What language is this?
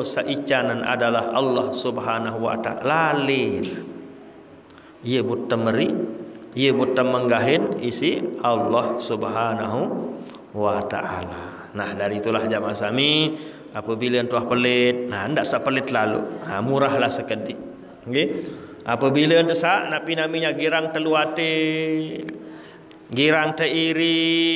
Sasak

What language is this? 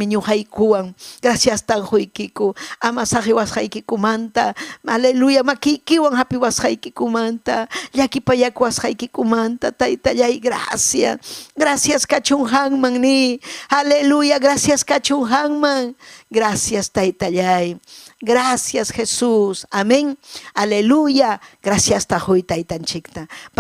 Ayacucho Quechua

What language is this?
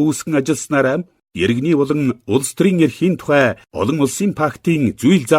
Mongolian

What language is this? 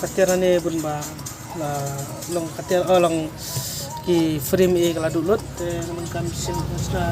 Khasi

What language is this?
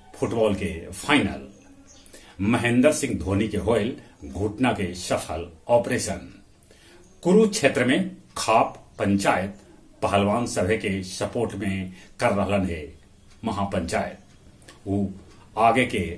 Magahi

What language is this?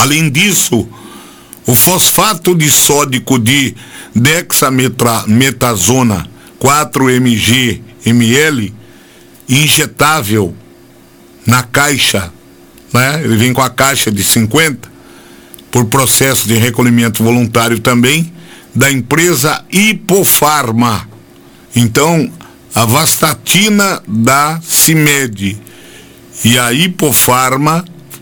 Portuguese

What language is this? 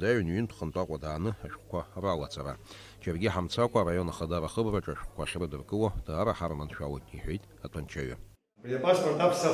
Abkhazian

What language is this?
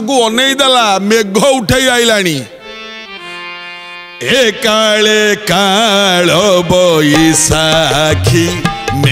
Odia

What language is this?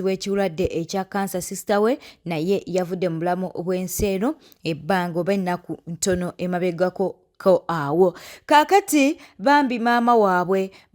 Ganda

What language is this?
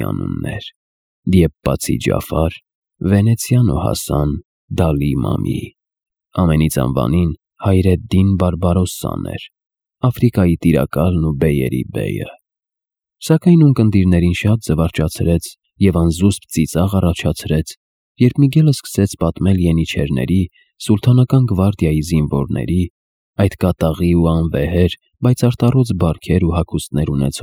Armenian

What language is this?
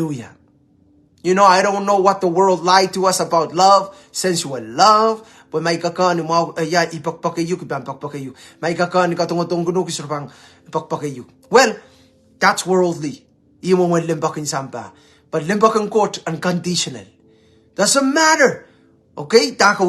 Pohnpeian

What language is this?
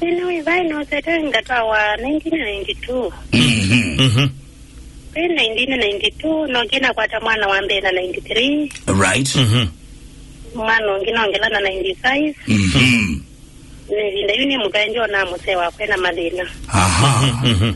Kamba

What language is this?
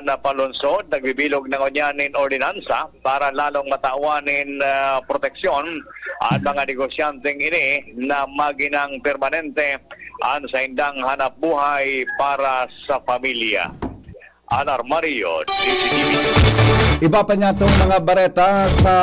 Bikol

